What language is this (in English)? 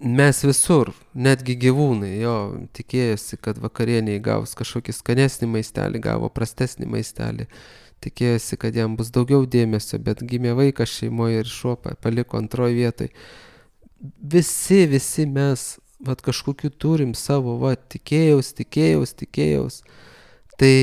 Lithuanian